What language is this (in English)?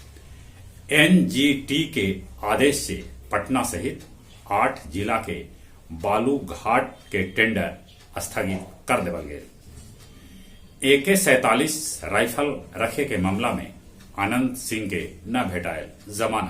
Magahi